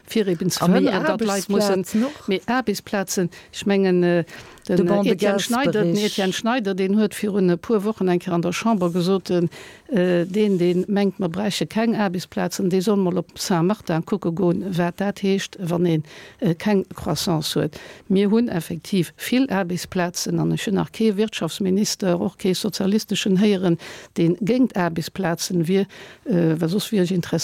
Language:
Luxembourgish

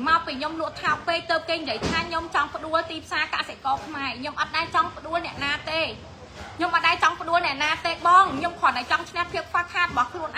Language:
Khmer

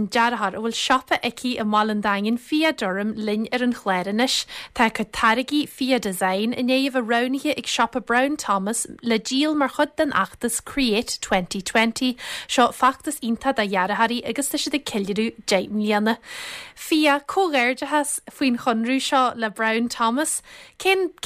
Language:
Irish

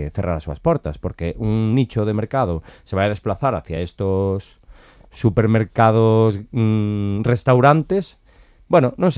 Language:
Galician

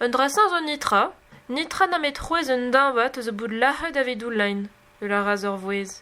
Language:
Breton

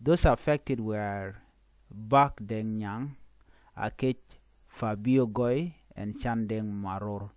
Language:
Nuer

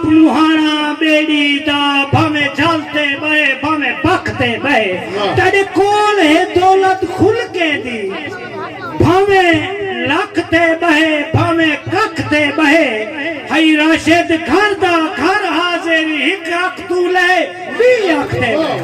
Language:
Saraiki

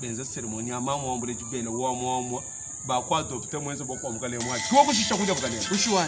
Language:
Luba-Lulua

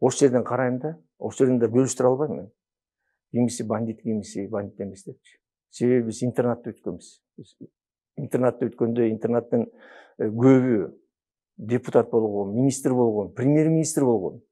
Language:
Kyrgyz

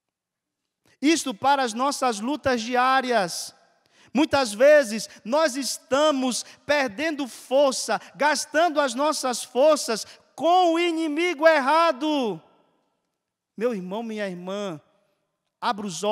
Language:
Portuguese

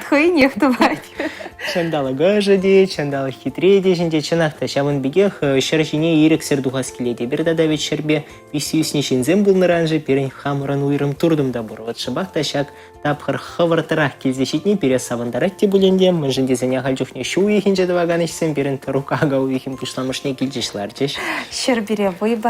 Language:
Chuvash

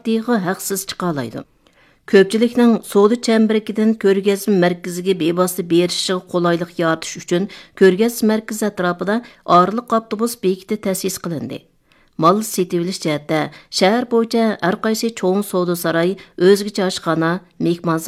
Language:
Uyghur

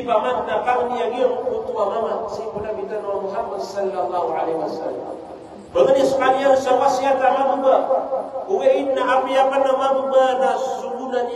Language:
Maranao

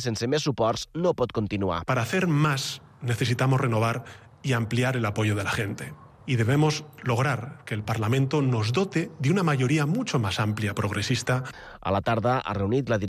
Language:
Catalan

